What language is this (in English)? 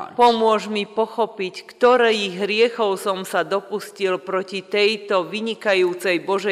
Slovak